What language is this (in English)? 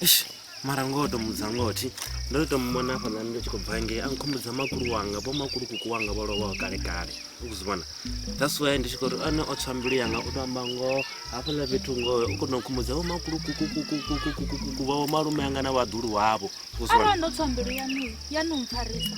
Venda